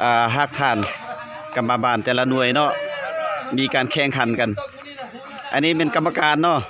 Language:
Lao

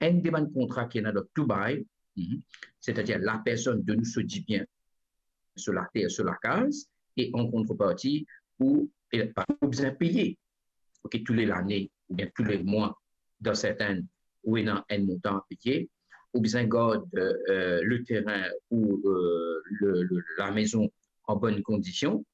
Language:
Morisyen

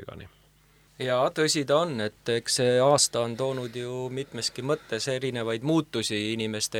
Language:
Estonian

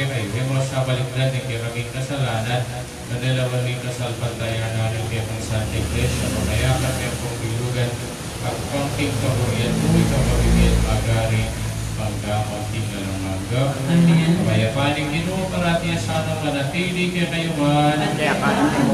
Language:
Pampanga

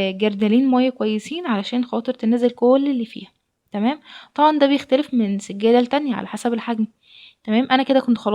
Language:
Egyptian Arabic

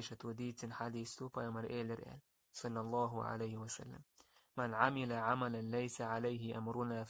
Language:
Chechen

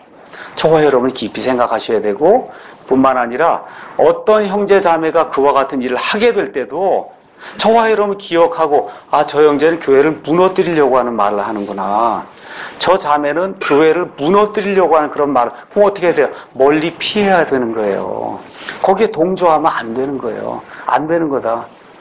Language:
Korean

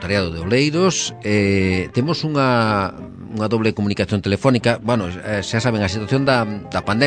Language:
Galician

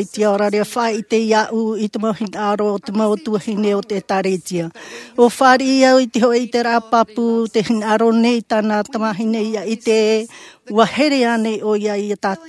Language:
Tahitian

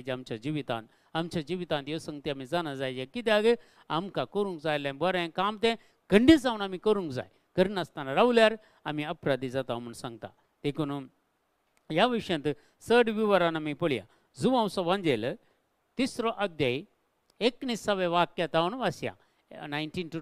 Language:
Konkani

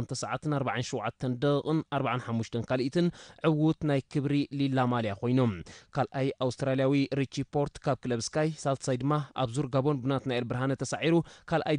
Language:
Tigrinya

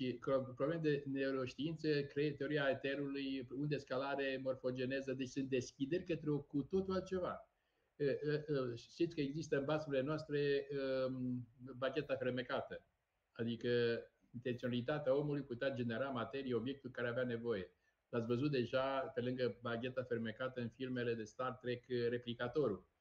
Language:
Romanian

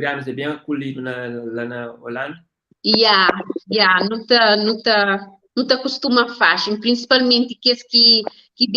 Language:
Kabuverdianu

